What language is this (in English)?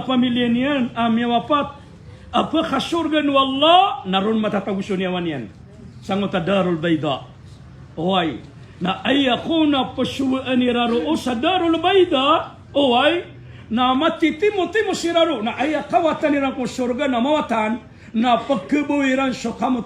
Maranao